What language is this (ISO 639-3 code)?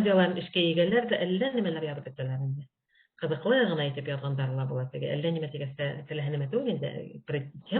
bak